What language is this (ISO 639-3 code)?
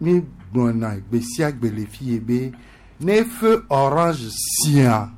gej